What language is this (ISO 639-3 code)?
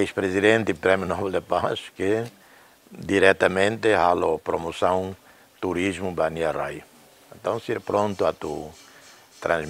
tet